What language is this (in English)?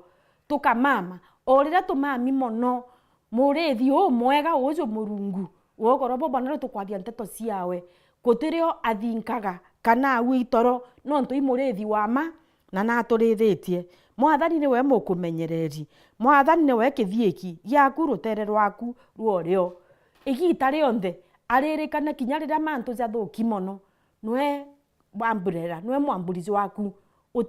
Meru